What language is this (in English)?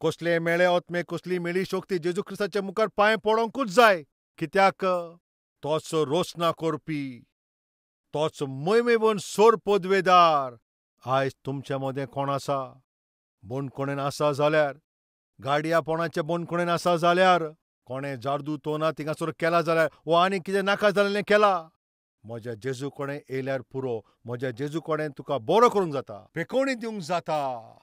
Konkani